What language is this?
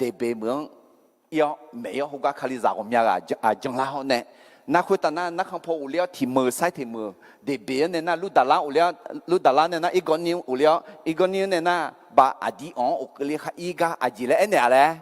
Akha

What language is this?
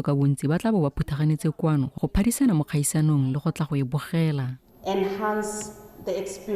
Tswana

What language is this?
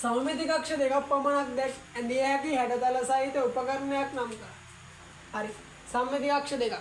Sinhala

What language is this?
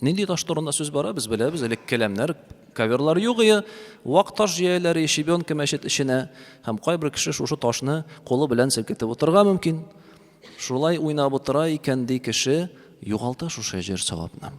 Tatar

